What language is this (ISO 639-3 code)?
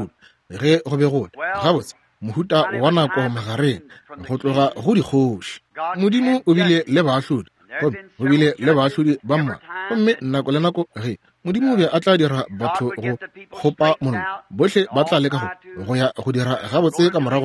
nso